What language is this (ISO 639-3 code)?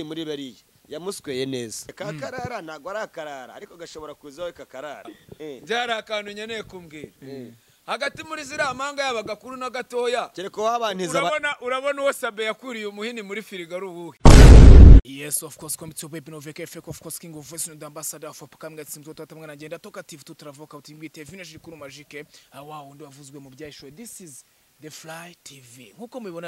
kin